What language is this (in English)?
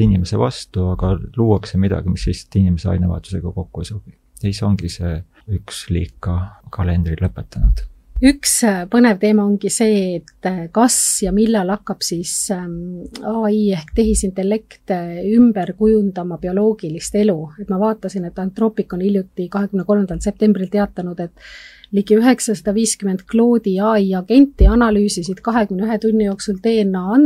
Estonian